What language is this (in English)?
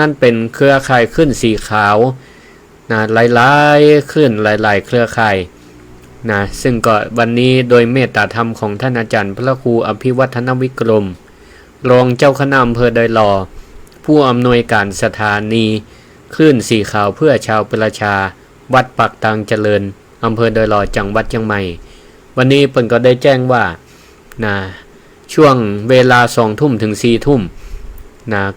Northern Thai